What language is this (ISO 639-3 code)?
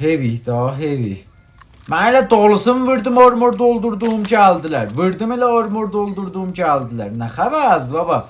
azb